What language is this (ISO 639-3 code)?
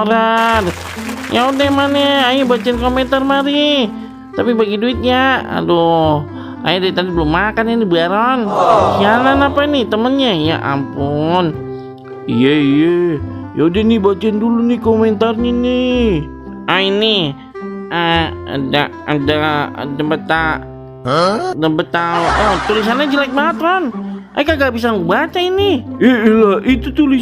bew